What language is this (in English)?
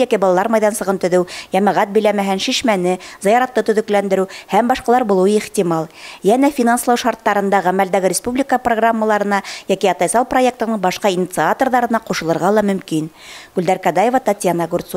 Bashkir